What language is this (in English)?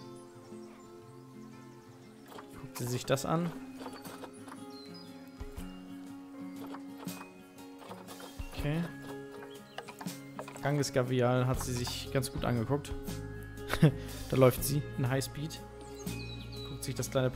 German